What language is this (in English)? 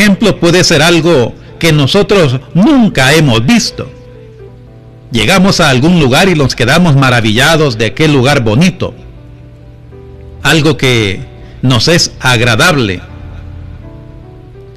Spanish